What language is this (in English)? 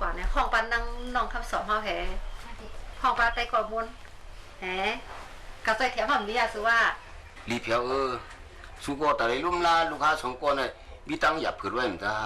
Shan